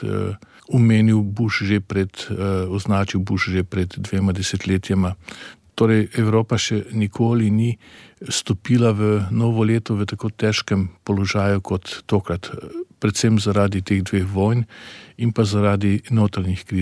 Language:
Slovenian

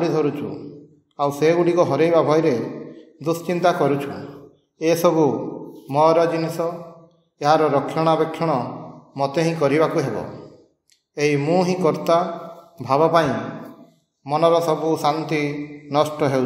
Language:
Odia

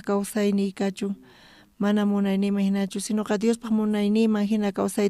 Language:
South Bolivian Quechua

